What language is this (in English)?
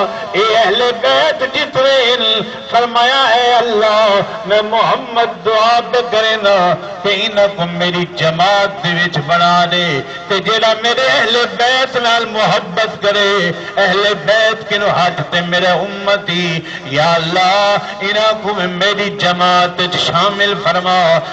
Saraiki